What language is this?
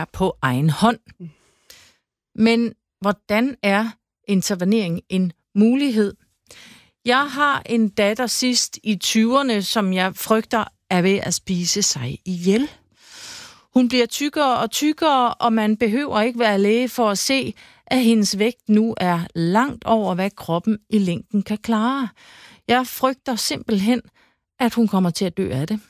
Danish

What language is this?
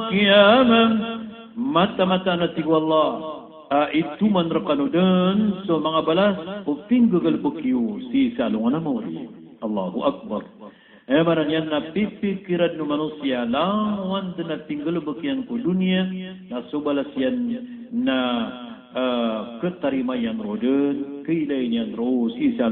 Maranao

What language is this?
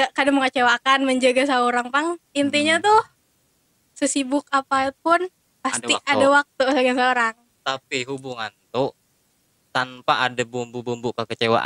Banjar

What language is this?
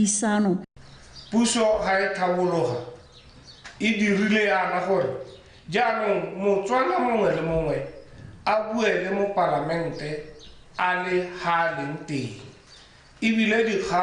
Tswana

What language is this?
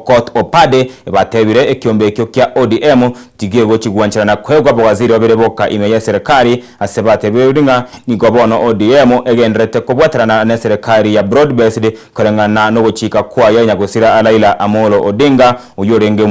Gusii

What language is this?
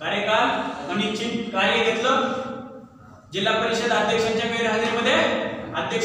Marathi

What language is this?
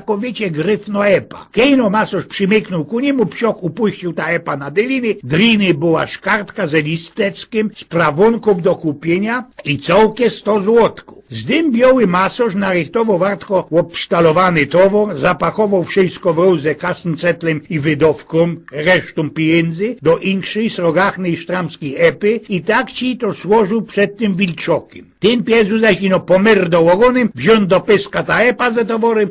Silesian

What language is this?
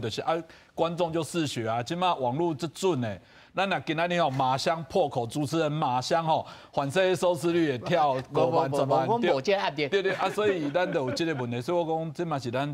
Min Nan Chinese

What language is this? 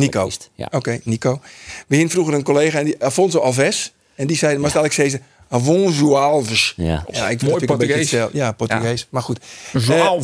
Western Frisian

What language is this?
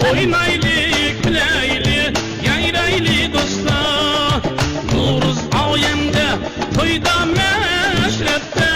Uyghur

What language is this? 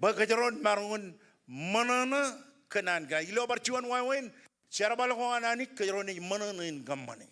Marshallese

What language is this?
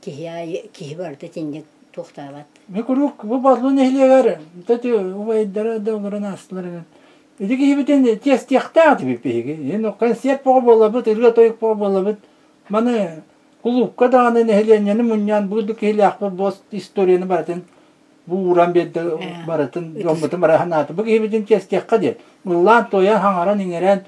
Yakut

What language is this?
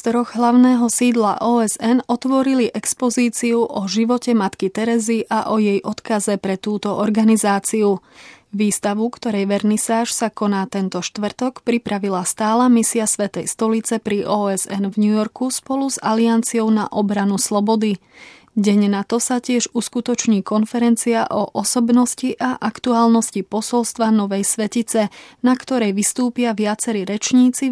Slovak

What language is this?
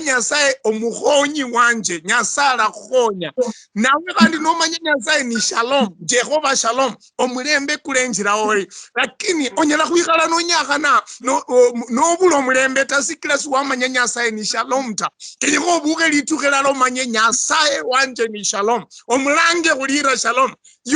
Luyia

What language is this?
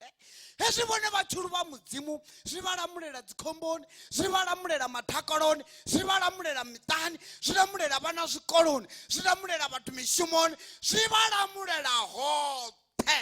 Venda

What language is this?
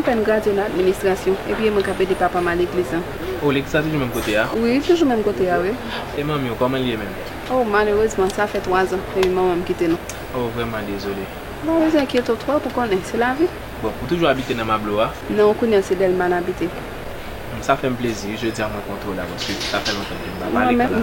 Haitian Creole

